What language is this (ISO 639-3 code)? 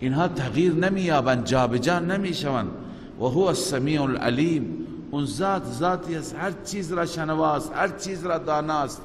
fas